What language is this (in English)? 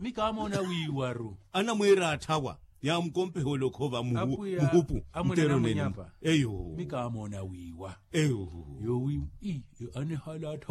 Makhuwa